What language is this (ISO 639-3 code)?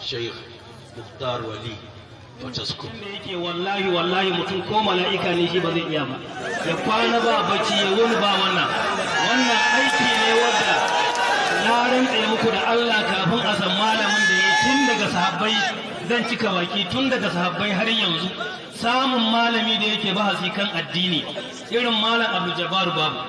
hau